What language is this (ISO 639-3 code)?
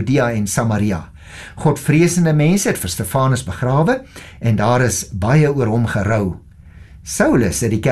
afr